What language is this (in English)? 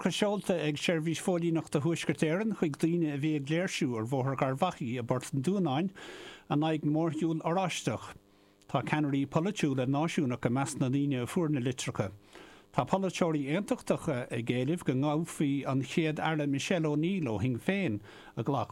Irish